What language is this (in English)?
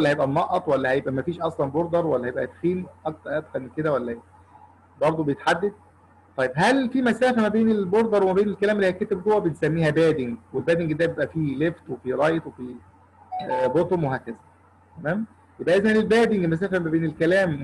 Egyptian Arabic